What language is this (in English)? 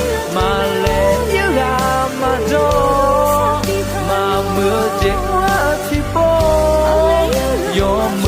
Akha